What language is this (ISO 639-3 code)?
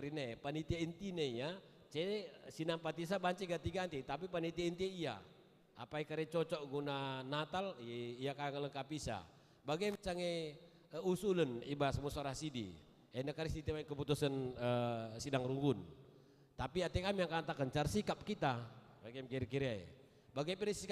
btx